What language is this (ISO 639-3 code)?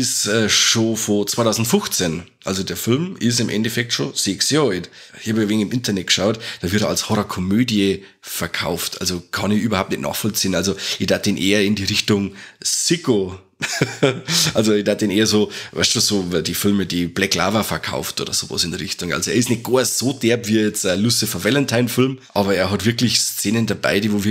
bar